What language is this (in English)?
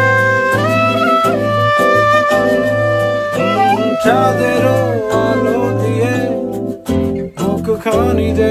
Bangla